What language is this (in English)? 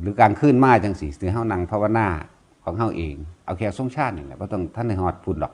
Northeastern Thai